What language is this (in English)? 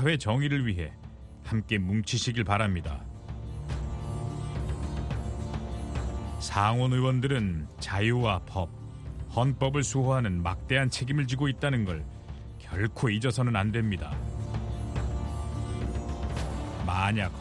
Korean